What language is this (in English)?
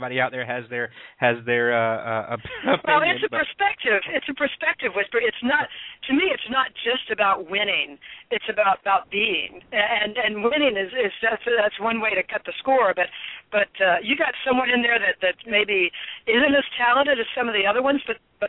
English